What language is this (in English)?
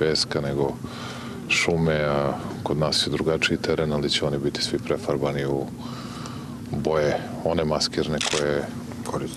Serbian